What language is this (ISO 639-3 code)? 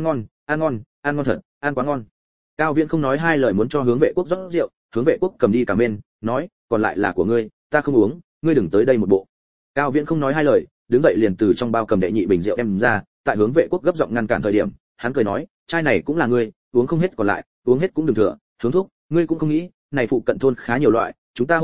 vie